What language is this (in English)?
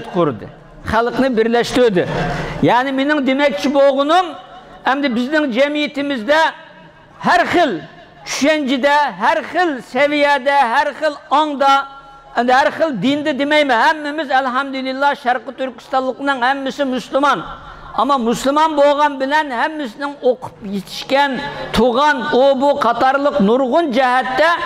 Uyghur